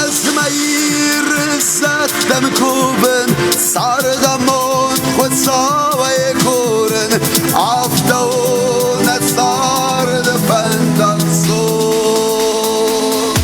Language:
Ossetic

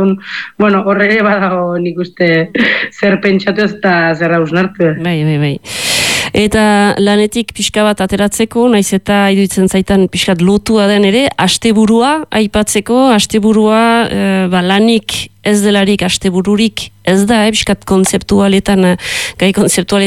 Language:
Basque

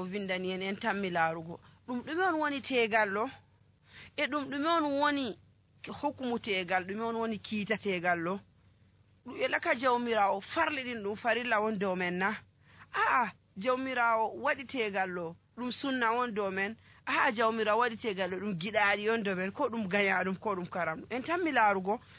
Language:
Nigerian Fulfulde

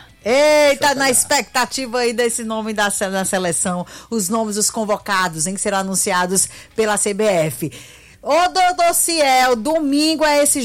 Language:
Portuguese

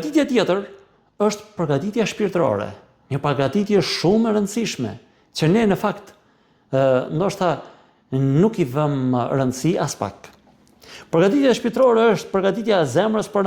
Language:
Albanian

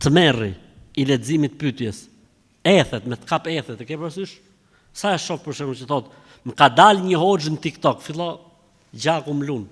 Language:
Albanian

